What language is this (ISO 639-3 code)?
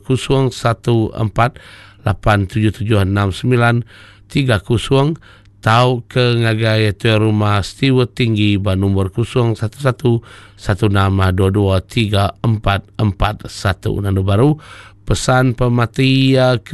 iba